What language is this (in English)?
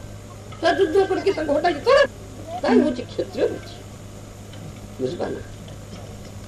Odia